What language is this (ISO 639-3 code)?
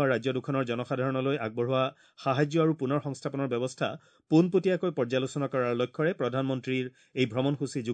asm